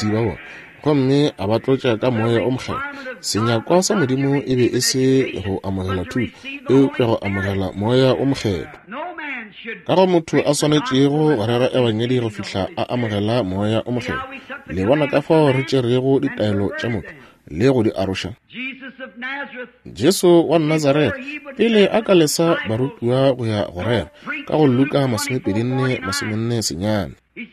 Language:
Northern Sotho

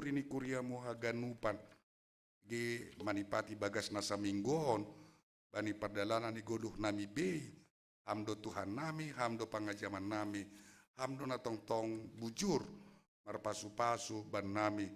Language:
Batak Simalungun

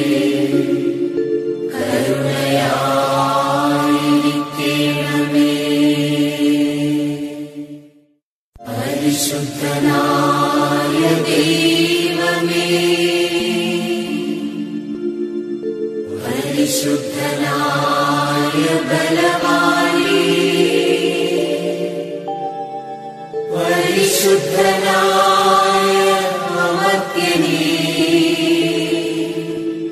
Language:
Malayalam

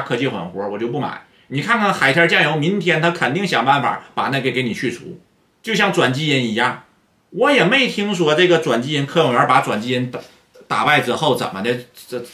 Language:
Chinese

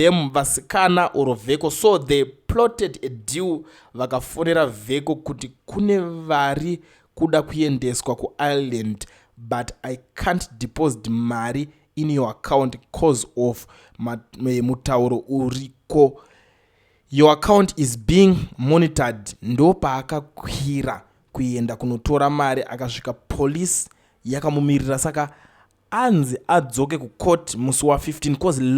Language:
Shona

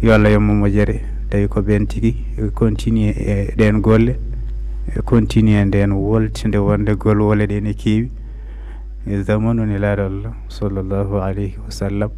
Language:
Fula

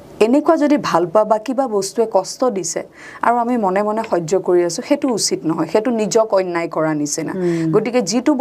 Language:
Assamese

